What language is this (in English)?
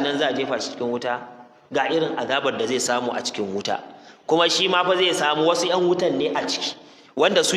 Hausa